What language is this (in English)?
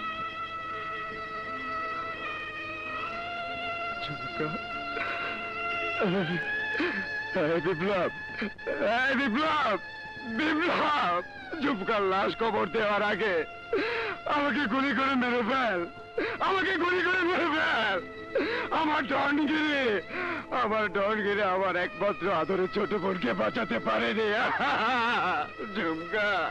Bangla